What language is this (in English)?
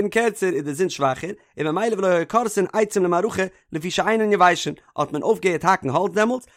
Yiddish